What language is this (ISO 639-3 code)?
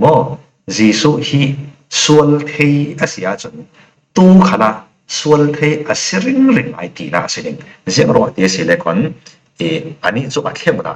cfm